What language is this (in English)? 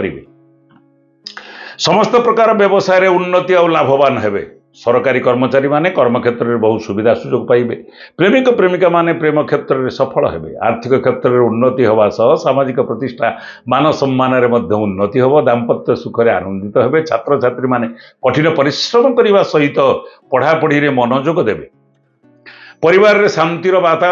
Odia